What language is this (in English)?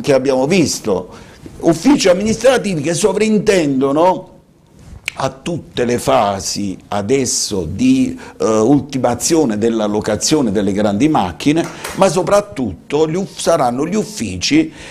Italian